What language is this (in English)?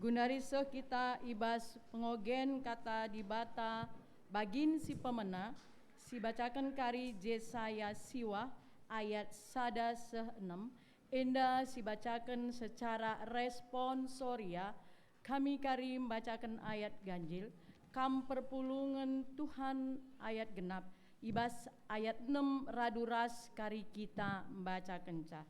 Batak Karo